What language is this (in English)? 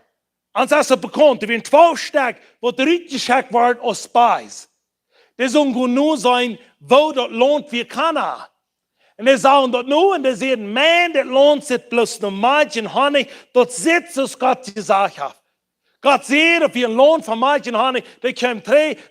Plautdietsch